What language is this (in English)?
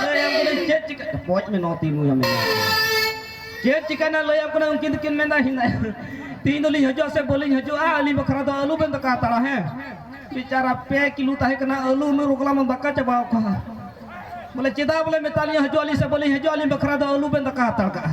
Santali